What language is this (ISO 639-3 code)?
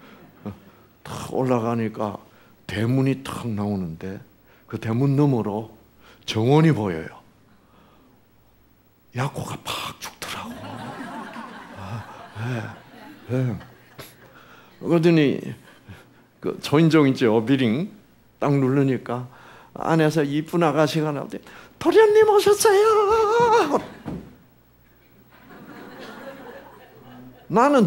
kor